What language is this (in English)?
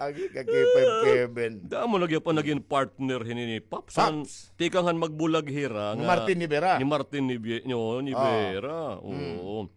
Waray